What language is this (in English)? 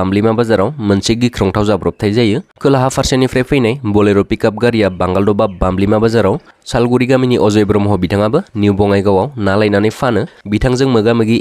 Bodo